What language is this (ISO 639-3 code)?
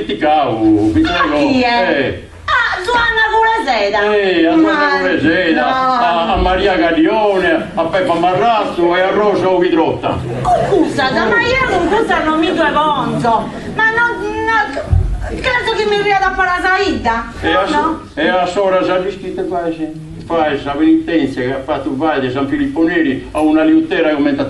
srd